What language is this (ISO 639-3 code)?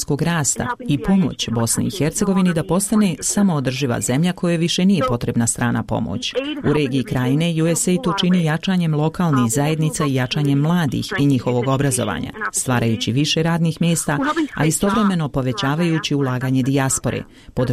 bos